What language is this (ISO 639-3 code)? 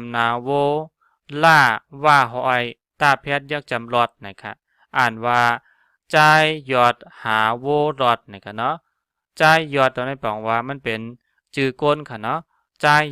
shn